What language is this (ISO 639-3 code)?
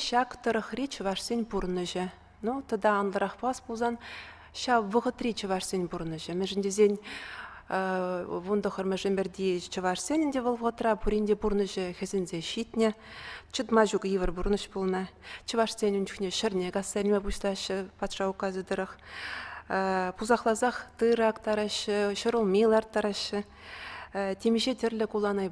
chv